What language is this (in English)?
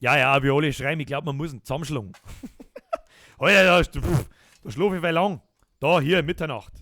Bavarian